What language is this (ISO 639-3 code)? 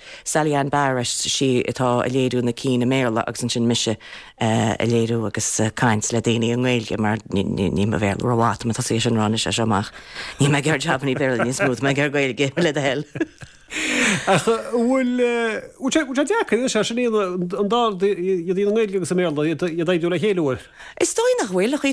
gle